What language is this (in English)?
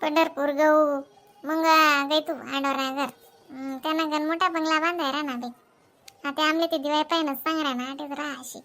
Khandesi